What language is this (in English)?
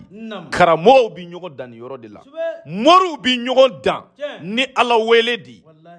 Bambara